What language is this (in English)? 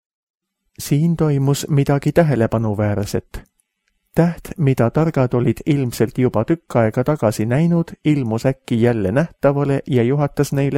Estonian